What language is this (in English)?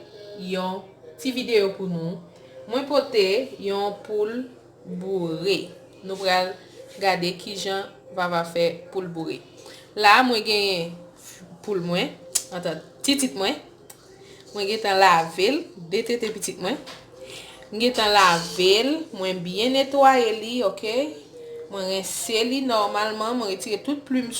Haitian Creole